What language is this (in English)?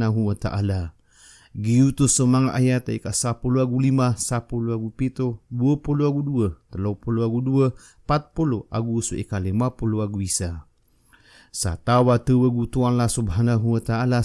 Maranao